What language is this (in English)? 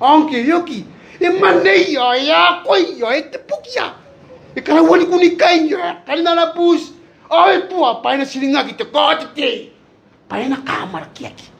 Gilbertese